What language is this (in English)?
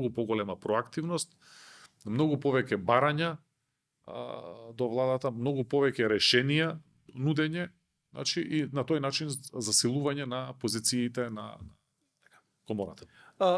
Macedonian